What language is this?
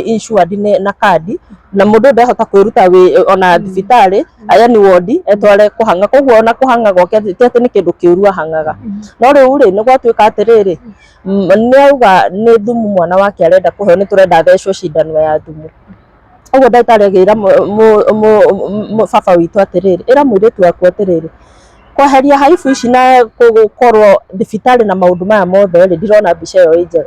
Kikuyu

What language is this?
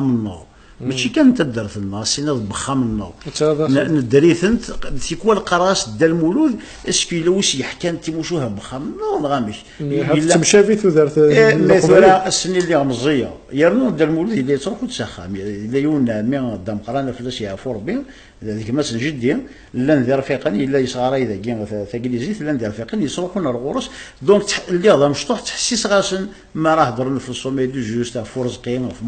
Kabyle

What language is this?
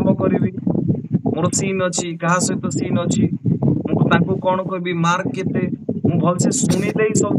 Odia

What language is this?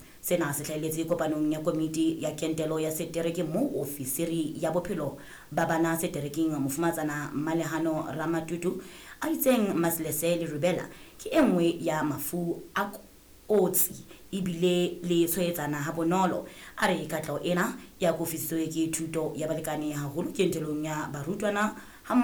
Southern Sotho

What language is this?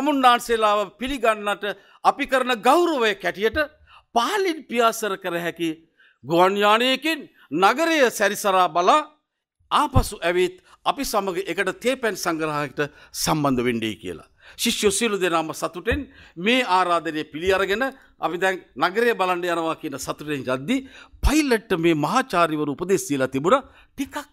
Sinhala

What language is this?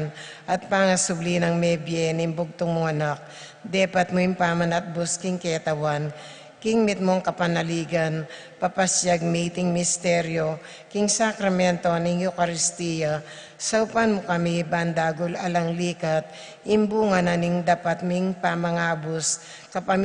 Pampanga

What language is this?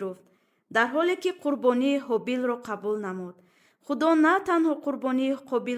Tajik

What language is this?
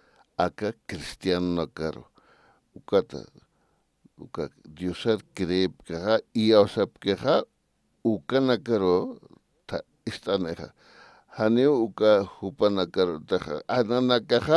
Aymara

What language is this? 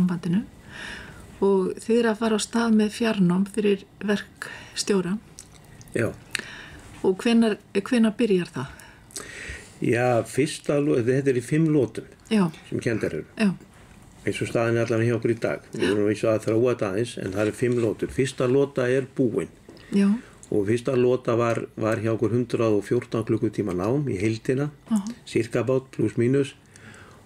Icelandic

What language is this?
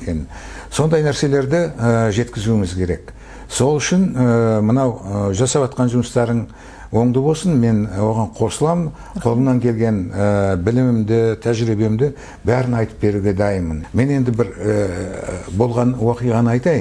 Kazakh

